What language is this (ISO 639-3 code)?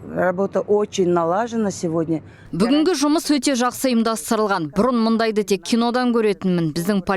kaz